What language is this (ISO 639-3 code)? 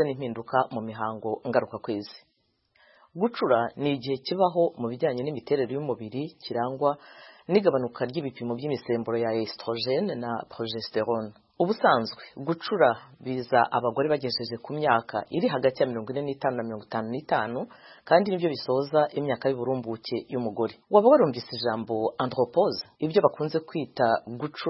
kin